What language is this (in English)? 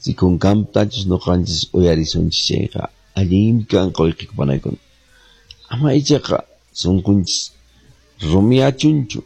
Quechua